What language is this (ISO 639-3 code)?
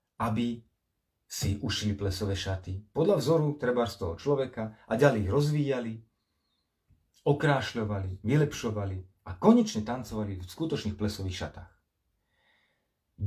slk